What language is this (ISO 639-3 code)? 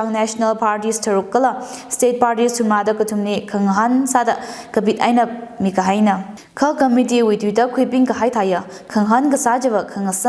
nmf